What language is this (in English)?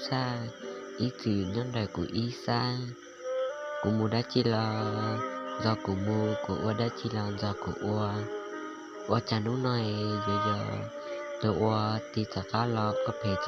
Hmong